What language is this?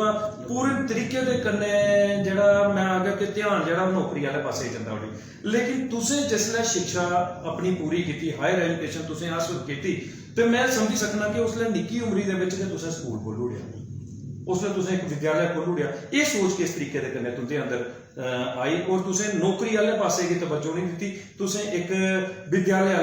Dogri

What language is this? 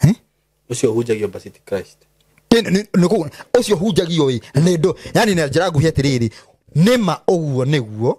Kikuyu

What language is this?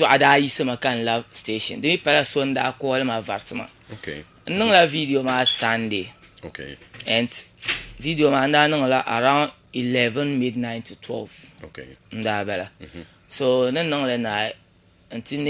Dagbani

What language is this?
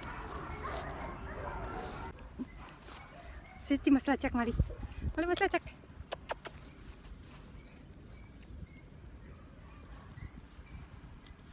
Croatian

